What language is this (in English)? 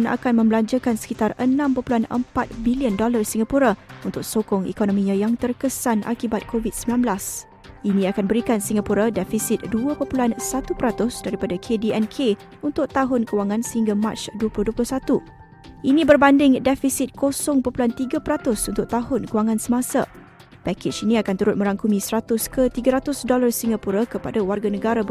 Malay